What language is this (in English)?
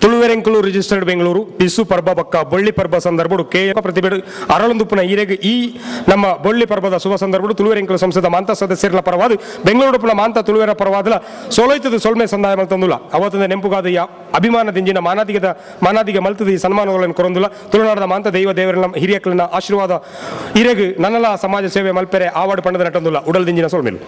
Tulu